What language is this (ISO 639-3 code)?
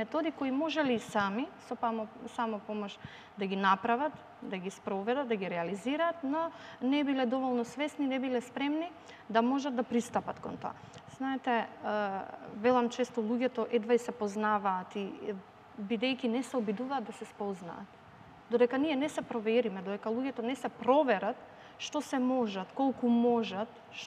mkd